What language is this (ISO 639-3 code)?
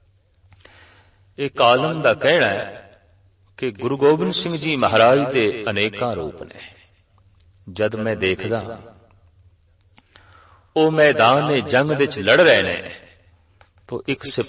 pan